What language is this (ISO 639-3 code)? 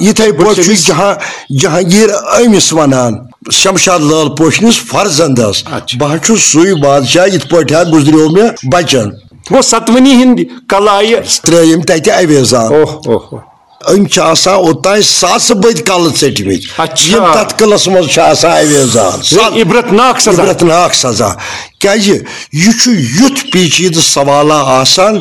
kas